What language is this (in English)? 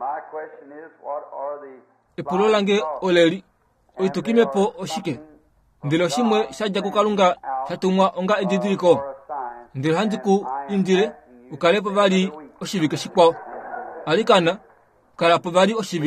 Kuanyama